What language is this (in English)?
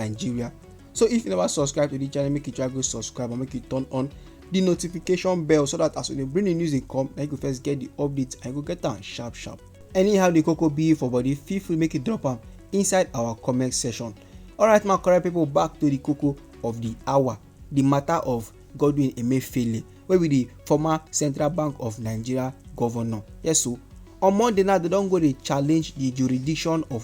Nigerian Pidgin